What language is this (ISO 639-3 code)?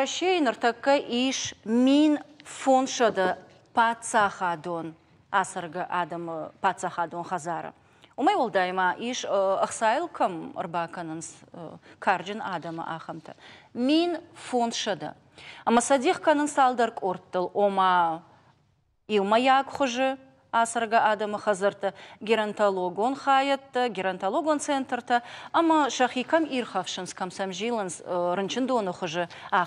oss